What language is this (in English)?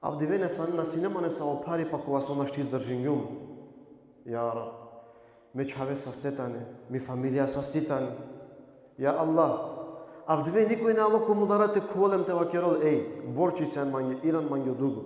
Balkan Romani